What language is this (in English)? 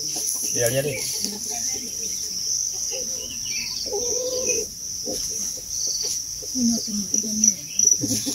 Kikuyu